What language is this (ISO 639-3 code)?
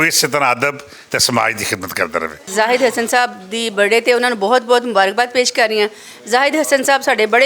lah